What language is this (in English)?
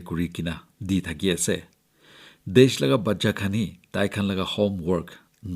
Naga Pidgin